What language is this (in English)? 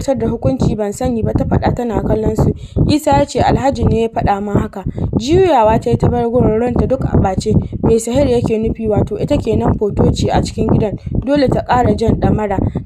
Hausa